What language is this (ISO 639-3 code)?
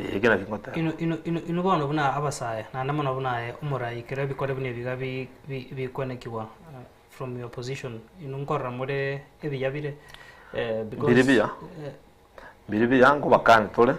guz